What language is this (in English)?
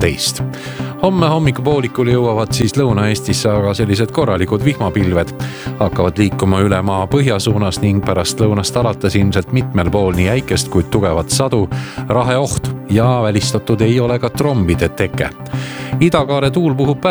Estonian